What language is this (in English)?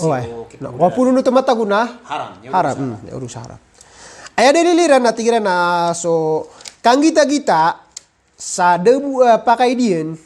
Maranao